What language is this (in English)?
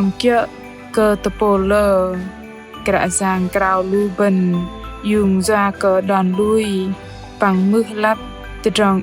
Bahnar